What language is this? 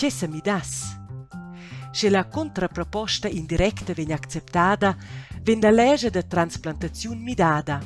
Romansh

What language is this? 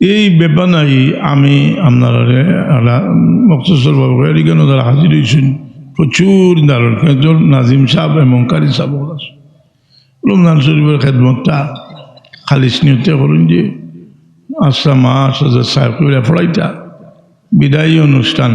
Sylheti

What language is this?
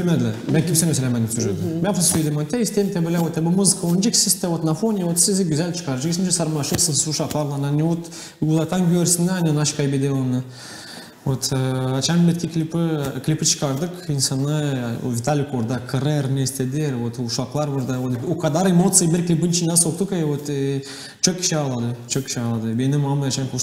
Gagauz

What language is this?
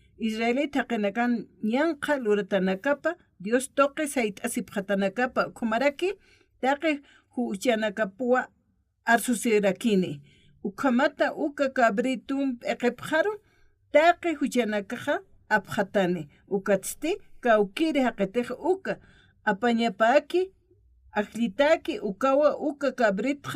Aymara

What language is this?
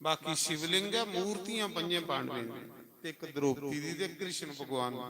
Dogri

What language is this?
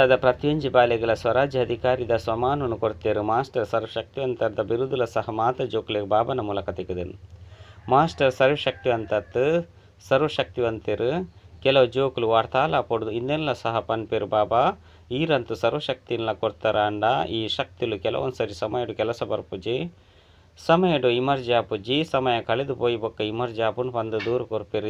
Tulu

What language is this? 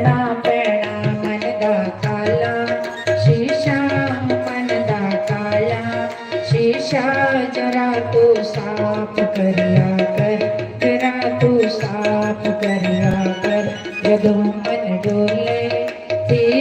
Dogri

